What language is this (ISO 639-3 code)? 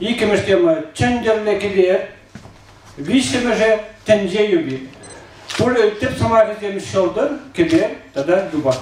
chv